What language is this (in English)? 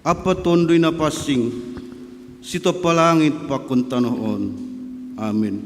Batak Simalungun